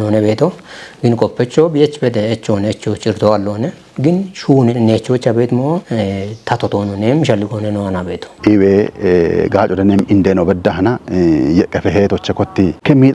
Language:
Kafa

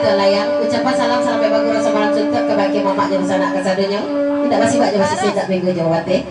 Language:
Minangkabau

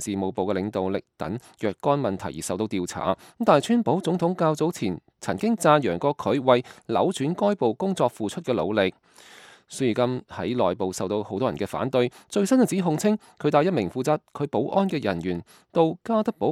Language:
Cantonese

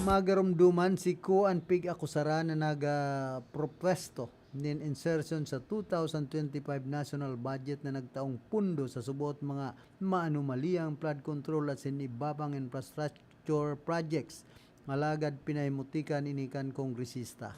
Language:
Bikol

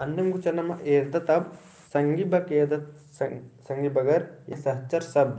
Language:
Kurukh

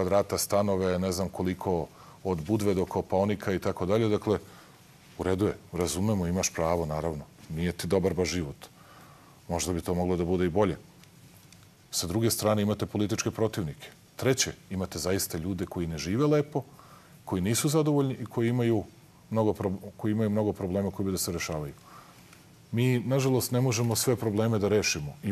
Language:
Serbian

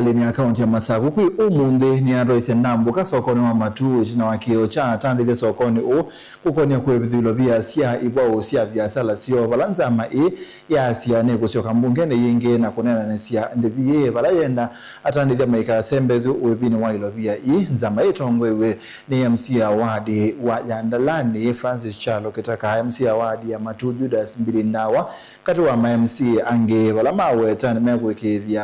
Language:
Kamba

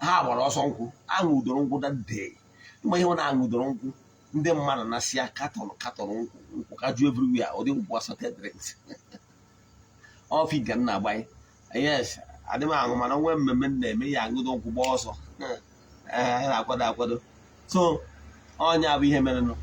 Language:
Igbo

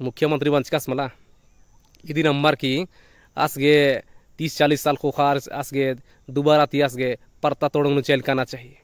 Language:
Kurukh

